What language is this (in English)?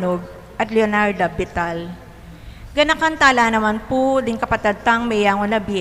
Pampanga